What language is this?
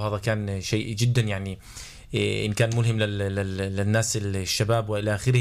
North Levantine Arabic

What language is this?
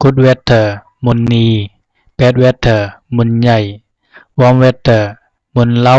Zhuang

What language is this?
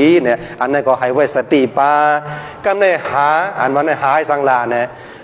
Shan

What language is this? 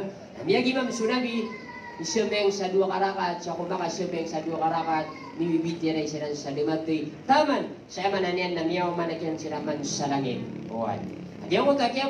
Maranao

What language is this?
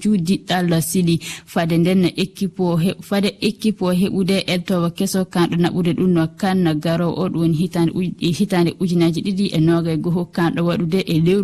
Fula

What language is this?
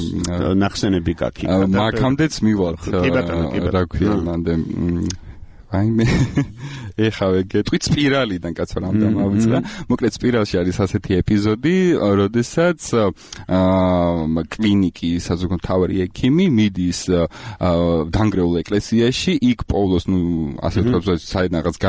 Georgian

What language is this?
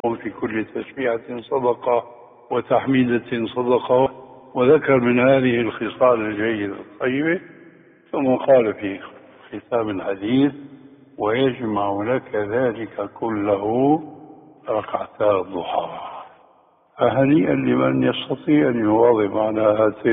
Arabic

